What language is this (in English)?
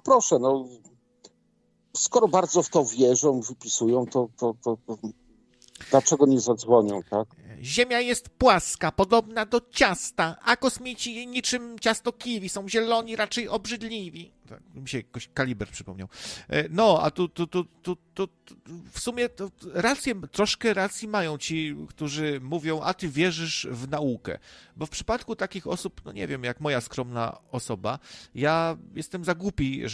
Polish